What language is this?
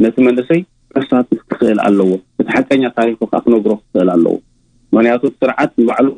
Tigrinya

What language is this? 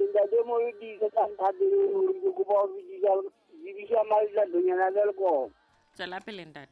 Southern Sotho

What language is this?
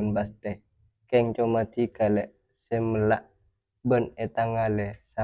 Madurese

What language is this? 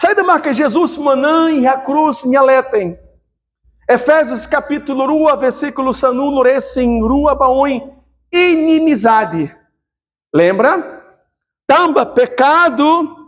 Tetum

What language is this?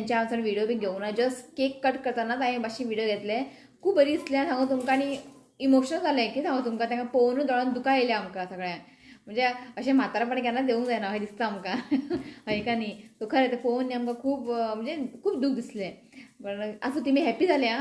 Konkani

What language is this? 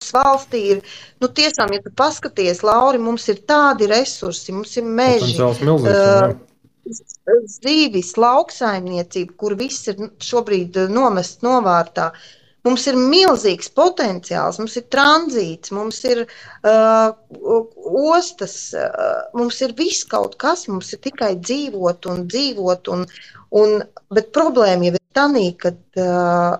Latvian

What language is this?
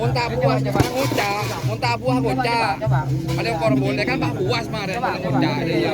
Madurese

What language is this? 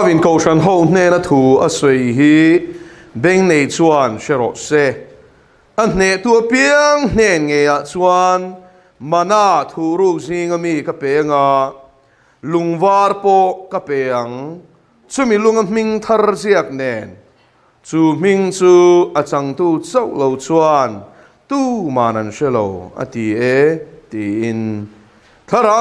Mizo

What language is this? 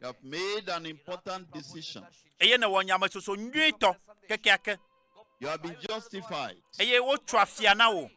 Ewe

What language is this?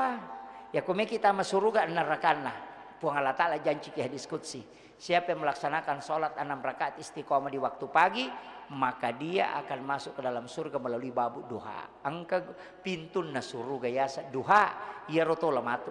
Buginese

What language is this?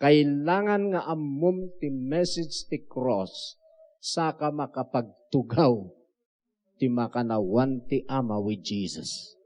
Iloko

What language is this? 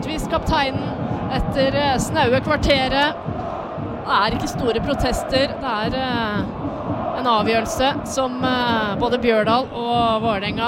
Norwegian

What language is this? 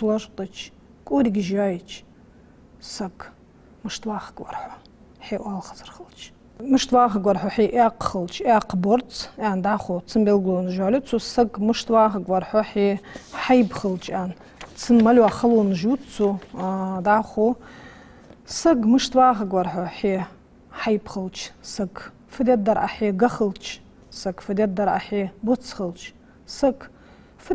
Ingush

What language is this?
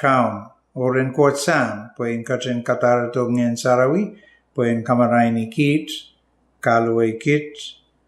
Pohnpeian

